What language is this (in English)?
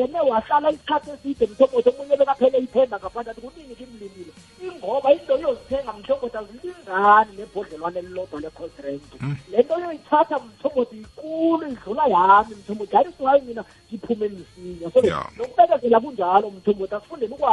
South Ndebele